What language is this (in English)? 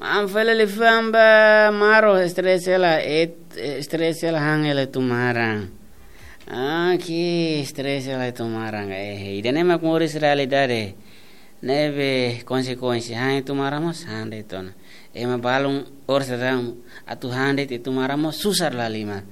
Tetum